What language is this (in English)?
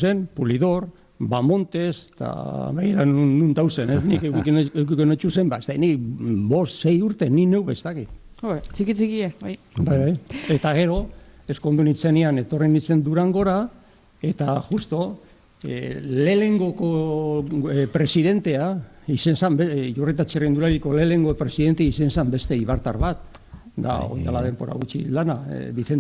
Basque